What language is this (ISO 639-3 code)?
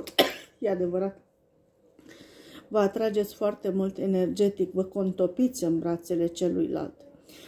ron